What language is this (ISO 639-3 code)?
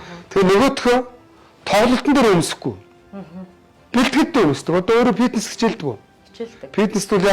mon